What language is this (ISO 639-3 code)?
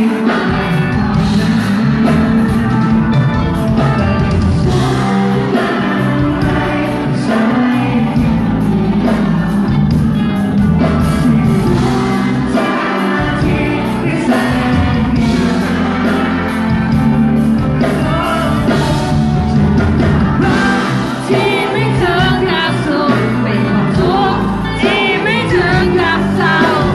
tha